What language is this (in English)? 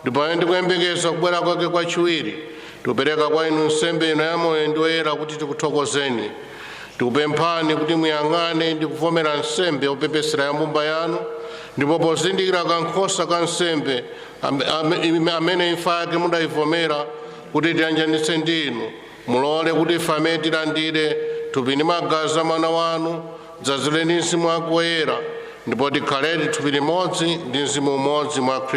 Nyanja